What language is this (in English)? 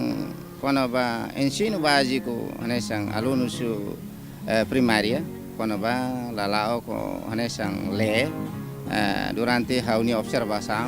Tetum